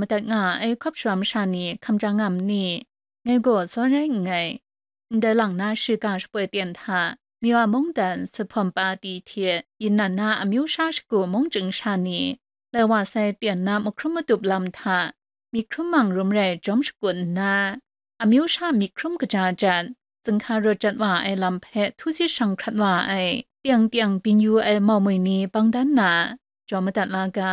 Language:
Kachin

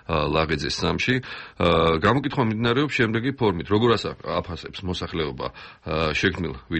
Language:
Georgian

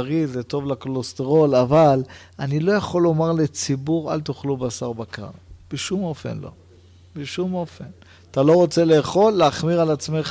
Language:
Hebrew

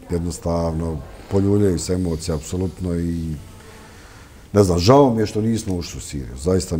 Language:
Bosnian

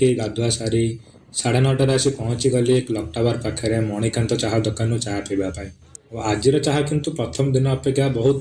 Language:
Odia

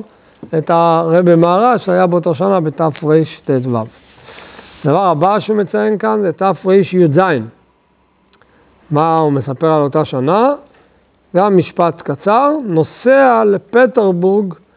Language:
Hebrew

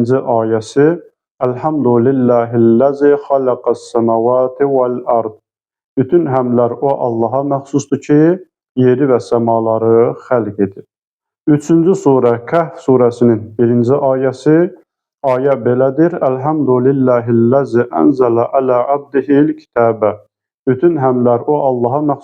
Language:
Azerbaijani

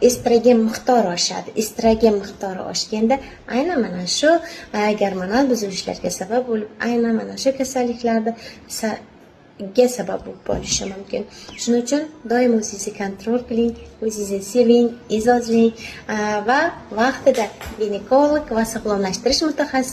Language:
Uzbek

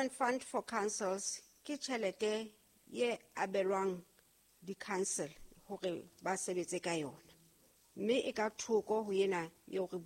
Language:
Southern Sotho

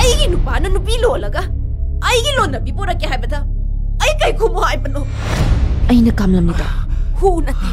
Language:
Manipuri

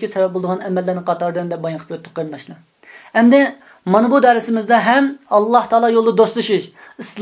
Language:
Uyghur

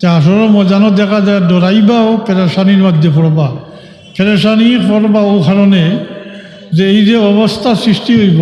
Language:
Sylheti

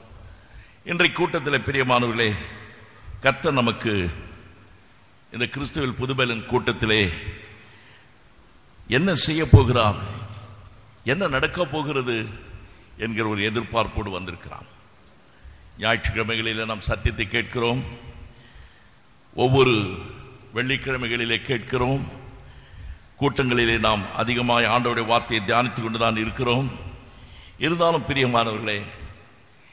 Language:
Tamil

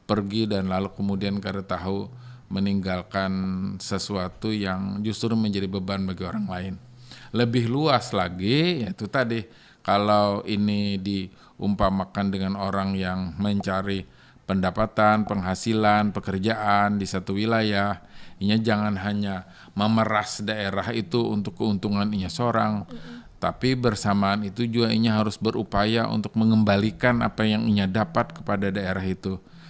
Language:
Banjar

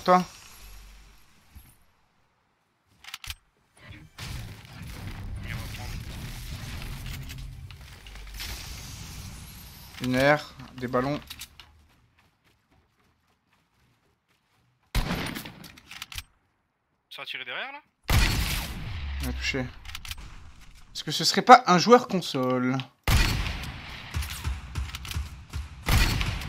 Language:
French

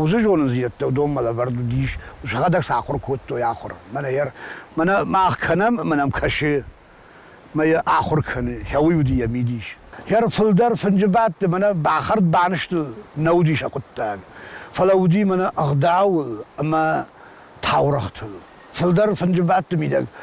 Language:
Ossetic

